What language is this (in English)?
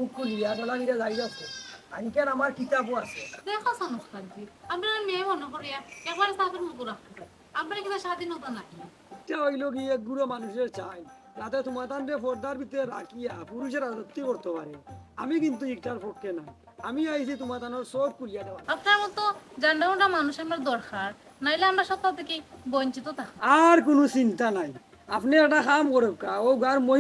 Sylheti